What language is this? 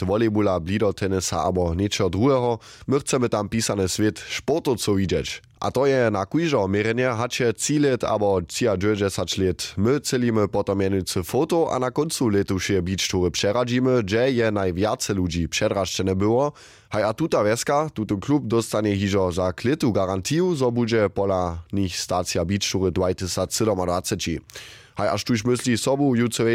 Upper Sorbian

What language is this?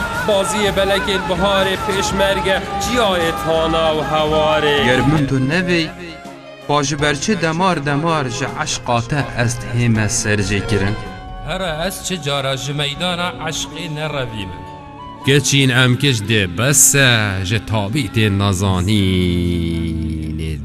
Kurdish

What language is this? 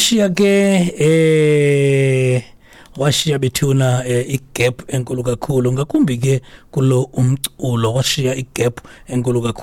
Xhosa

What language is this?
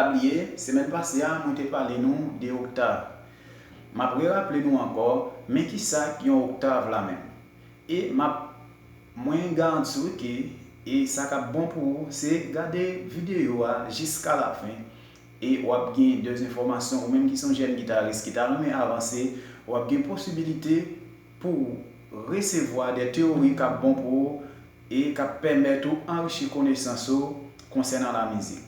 Haitian Creole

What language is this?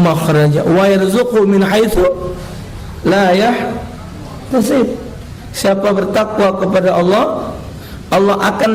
Musi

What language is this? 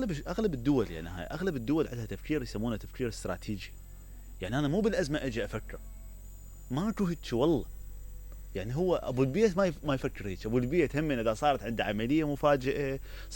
Mesopotamian Arabic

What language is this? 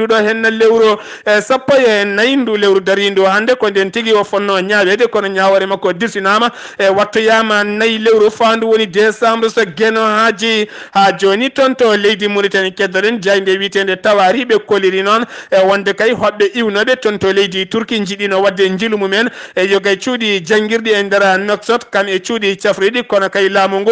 Fula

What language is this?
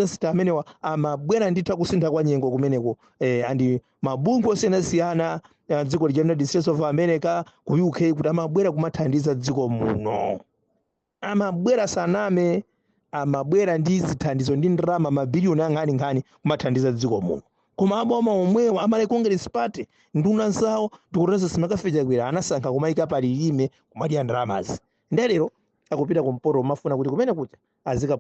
Nyanja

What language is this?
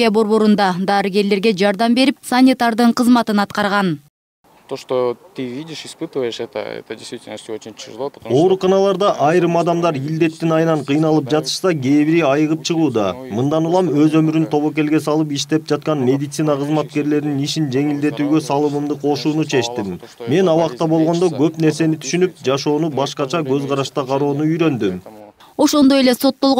Kyrgyz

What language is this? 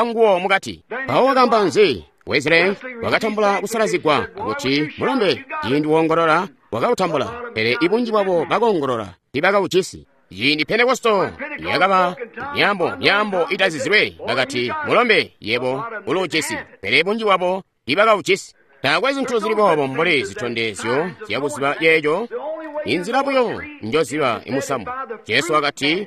Tonga (Zambia)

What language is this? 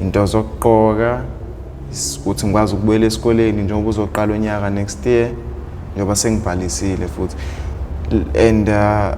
Zulu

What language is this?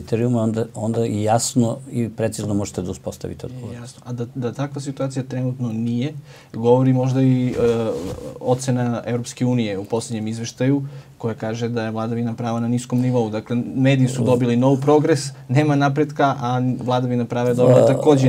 Serbian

